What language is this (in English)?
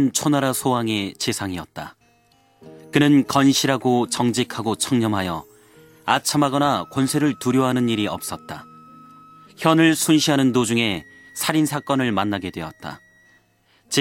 Korean